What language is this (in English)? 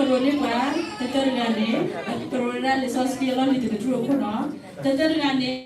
S'gaw Karen